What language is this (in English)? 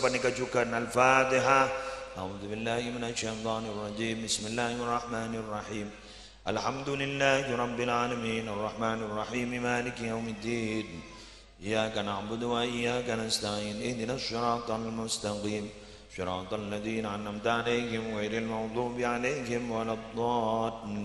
Madurese